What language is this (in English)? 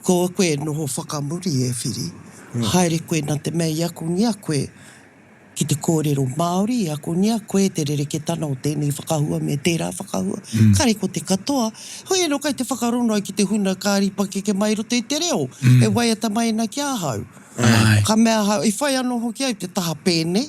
Māori